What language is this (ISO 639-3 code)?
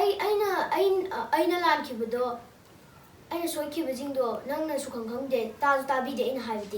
mni